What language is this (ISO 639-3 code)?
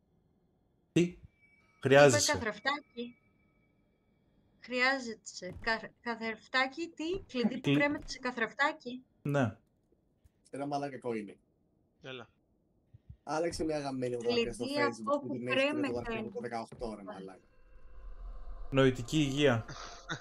ell